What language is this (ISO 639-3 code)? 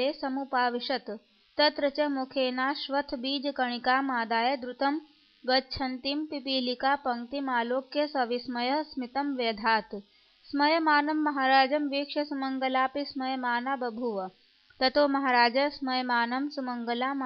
san